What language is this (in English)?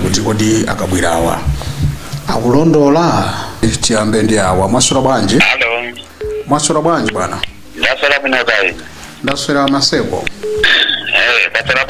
Nyanja